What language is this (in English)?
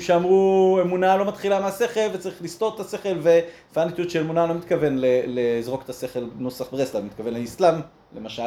Hebrew